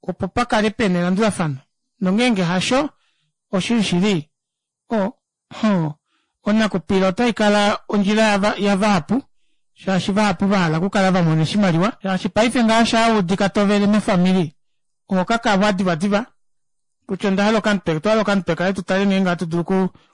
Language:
Kuanyama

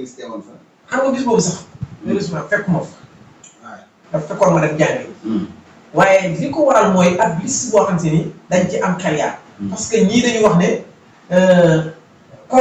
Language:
Wolof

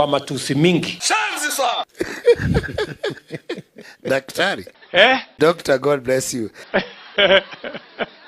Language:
Swahili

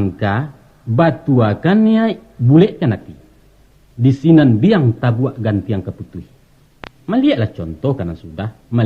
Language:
Minangkabau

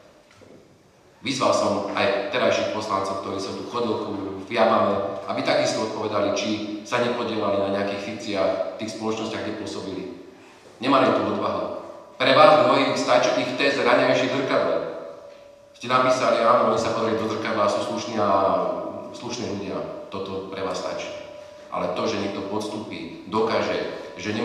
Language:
Slovak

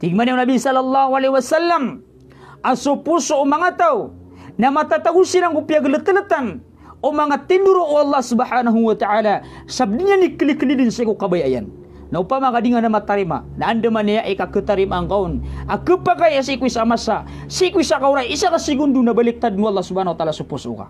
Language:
Maranao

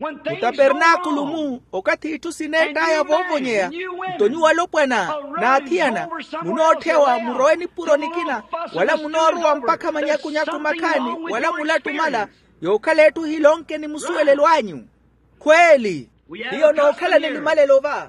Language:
Makhuwa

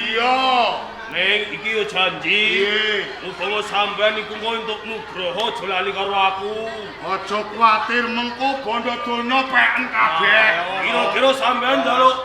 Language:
Javanese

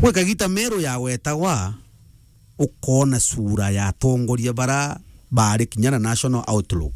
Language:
Meru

